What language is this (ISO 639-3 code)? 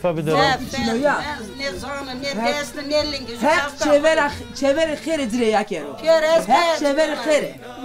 zza